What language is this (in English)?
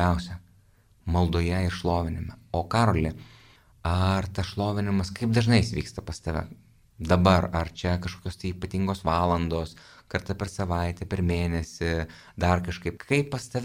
Lithuanian